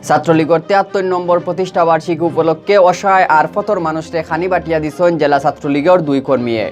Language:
Sylheti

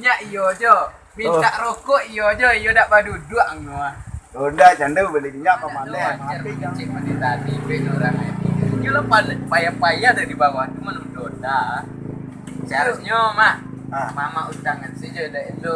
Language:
Minangkabau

